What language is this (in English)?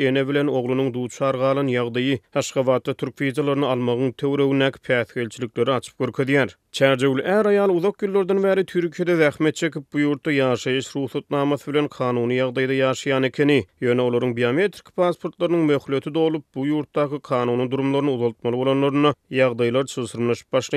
Turkmen